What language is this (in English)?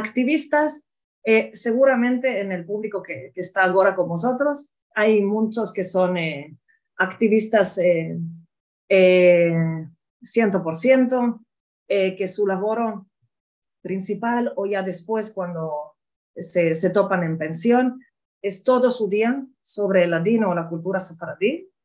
Ladino